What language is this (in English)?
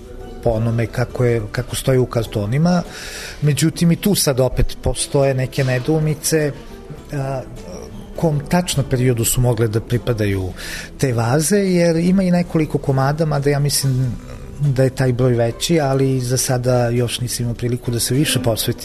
Serbian